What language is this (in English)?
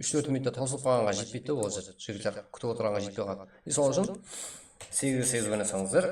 Kara-Kalpak